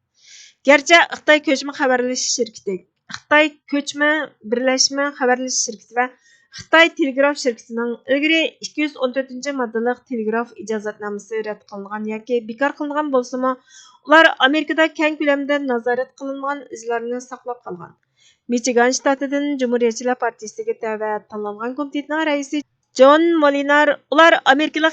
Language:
Uyghur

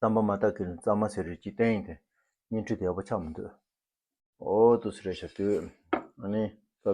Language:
Tibetan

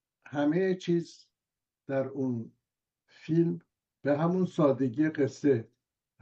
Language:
Persian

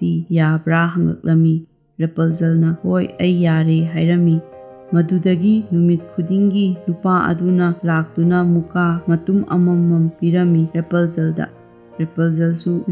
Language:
Manipuri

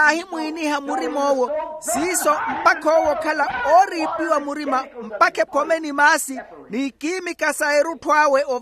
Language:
Makhuwa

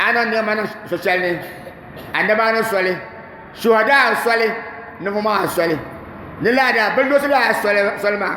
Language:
Dagbani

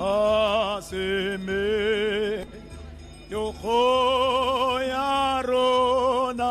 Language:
Tswana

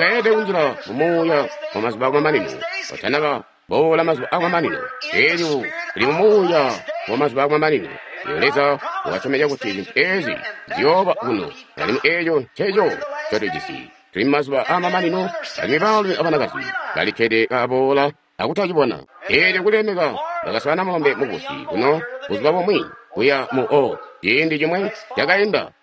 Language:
Tonga (Zambia)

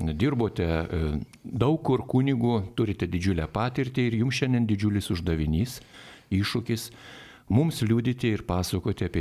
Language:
Lithuanian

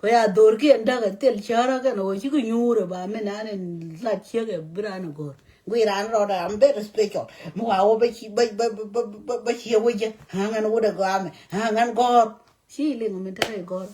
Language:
Nuer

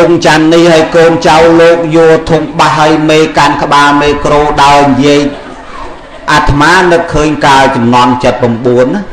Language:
Khmer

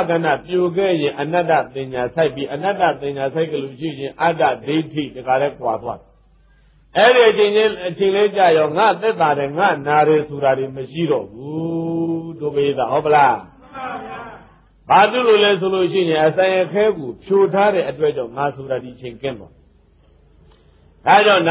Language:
Burmese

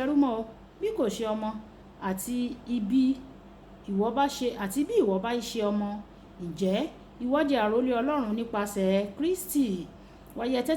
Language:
Yoruba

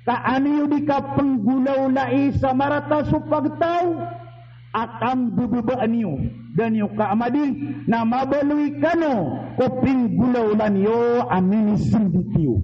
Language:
Maranao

